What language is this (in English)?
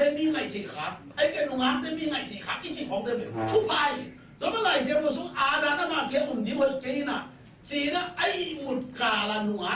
Tedim Chin